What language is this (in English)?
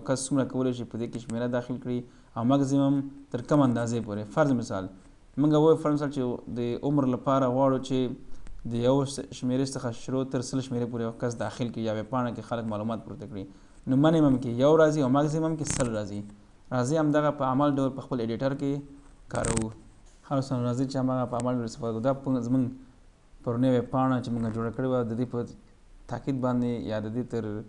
Pashto